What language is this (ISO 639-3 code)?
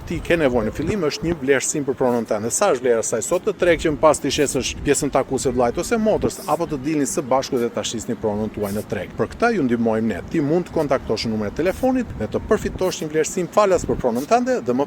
sqi